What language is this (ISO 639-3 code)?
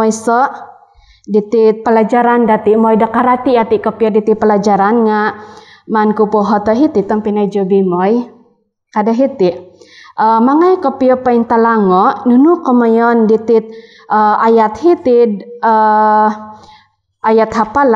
dtp